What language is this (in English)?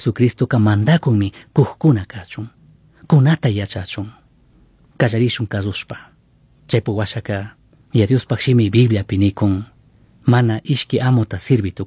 Chimborazo Highland Quichua